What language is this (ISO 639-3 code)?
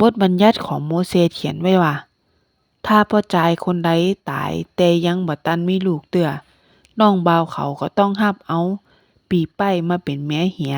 nod